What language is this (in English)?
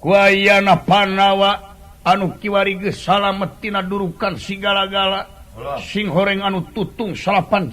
Sundanese